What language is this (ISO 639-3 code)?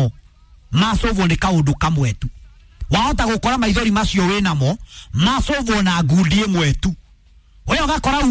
kik